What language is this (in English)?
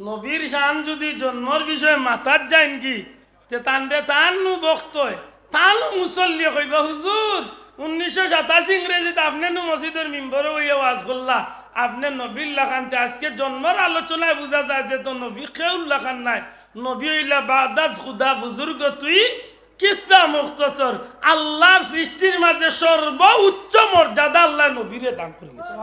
Sylheti